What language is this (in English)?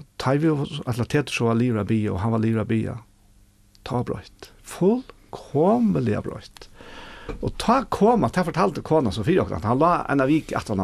Faroese